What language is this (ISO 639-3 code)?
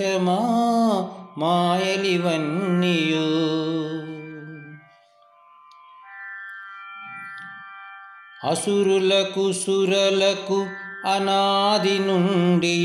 tel